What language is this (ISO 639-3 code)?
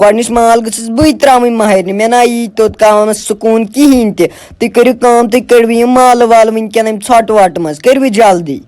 kas